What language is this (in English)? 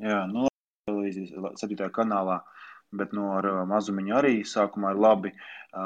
Latvian